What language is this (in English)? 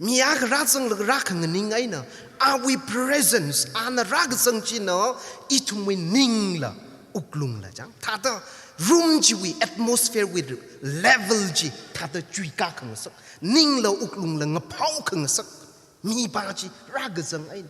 Tangkhul Naga (India)